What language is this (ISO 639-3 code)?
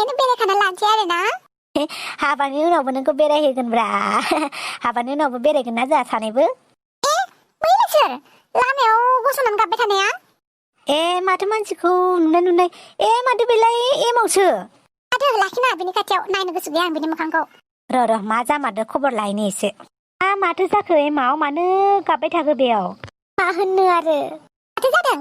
brx